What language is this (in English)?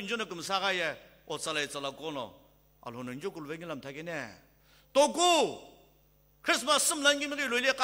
Sumi Naga